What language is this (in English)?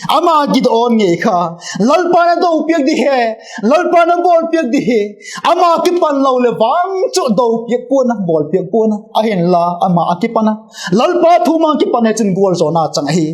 Vaiphei